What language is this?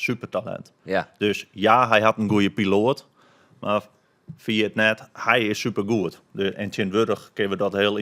Western Frisian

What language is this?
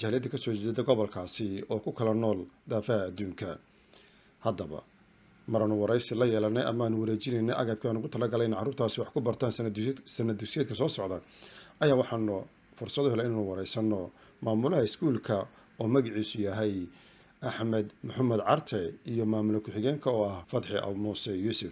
Somali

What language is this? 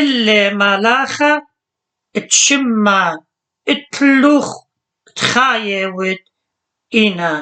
Assyrian Neo-Aramaic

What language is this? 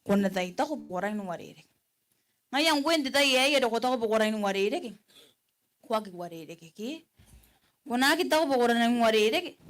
Gilbertese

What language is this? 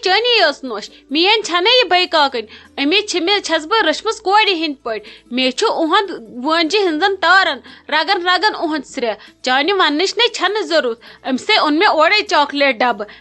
Kashmiri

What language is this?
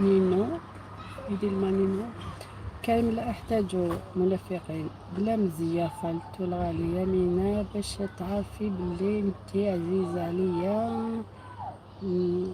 Algerian Arabic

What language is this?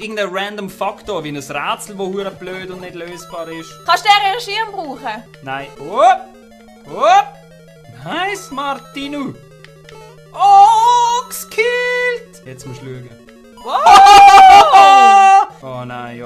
Swiss German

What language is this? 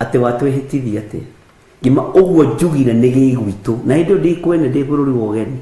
Kikuyu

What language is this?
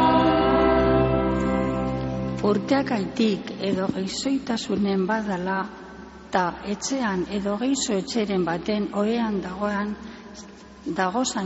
Basque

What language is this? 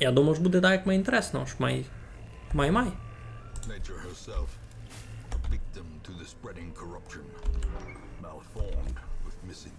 Rusyn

